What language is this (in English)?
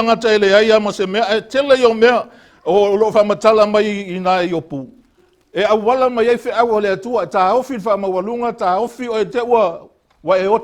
Samoan